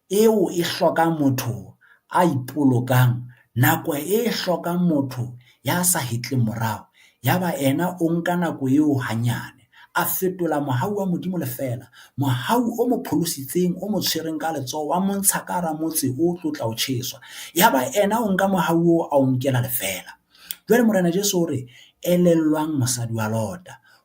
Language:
Southern Sotho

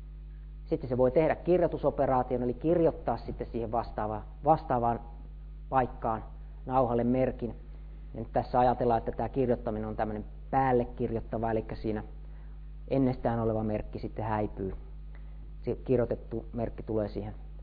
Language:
Finnish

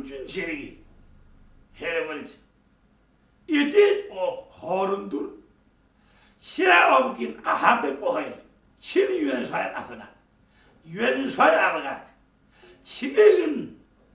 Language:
Korean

